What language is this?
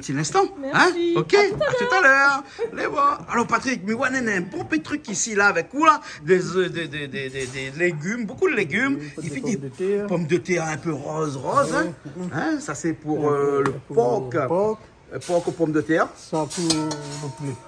Réunion Creole French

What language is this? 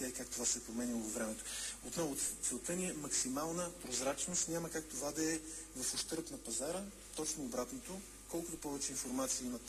Bulgarian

